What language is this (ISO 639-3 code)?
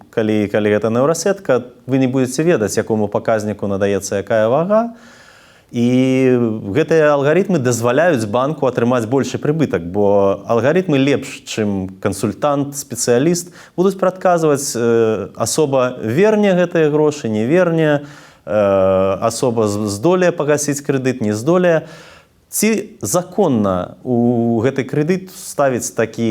bel